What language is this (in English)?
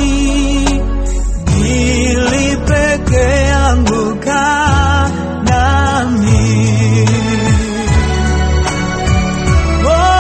Swahili